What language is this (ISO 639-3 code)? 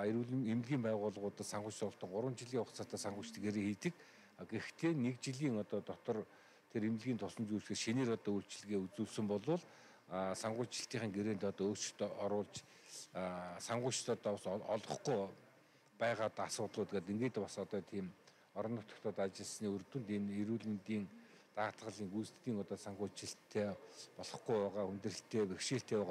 mon